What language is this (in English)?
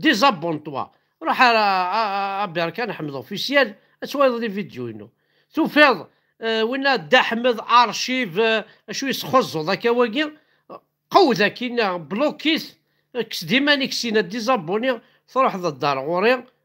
Kabyle